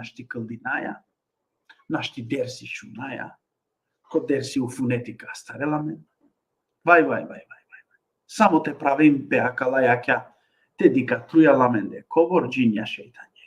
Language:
Balkan Romani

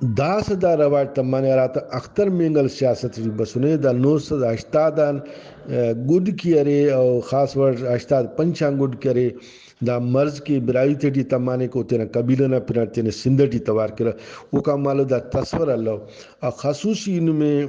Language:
Brahui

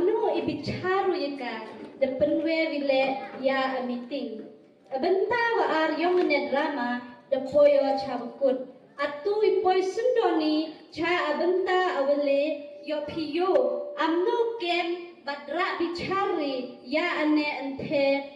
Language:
Khasi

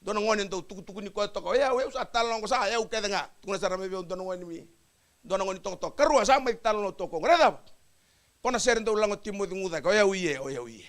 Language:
Fijian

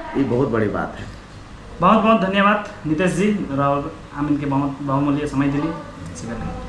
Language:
Sadri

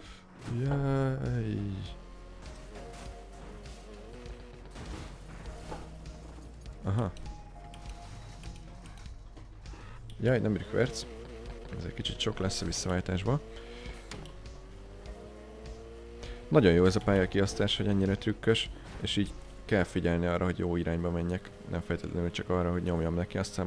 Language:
Hungarian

